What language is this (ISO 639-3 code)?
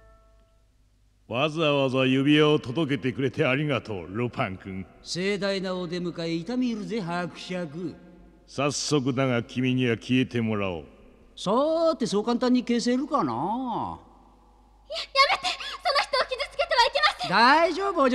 jpn